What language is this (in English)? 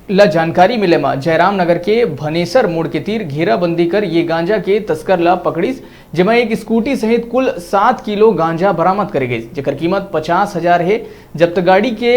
Chhattisgarhi